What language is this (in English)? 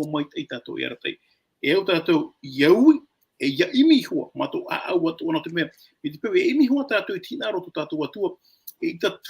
Tahitian